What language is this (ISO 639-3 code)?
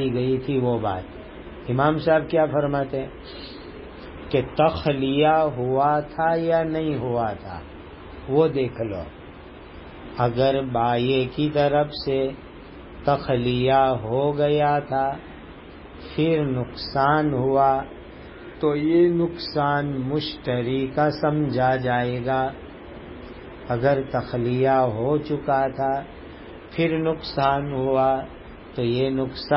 urd